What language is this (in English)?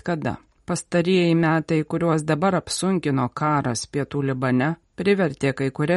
Lithuanian